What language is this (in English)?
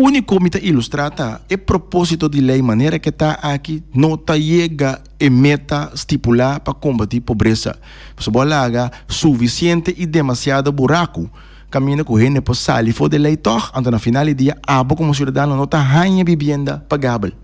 Papiamento